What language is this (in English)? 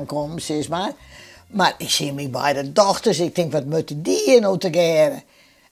Western Frisian